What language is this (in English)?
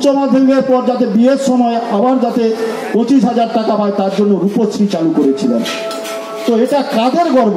Bangla